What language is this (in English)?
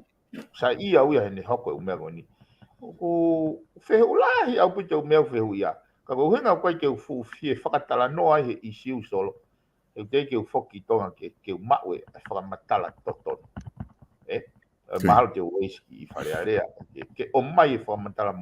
Tongan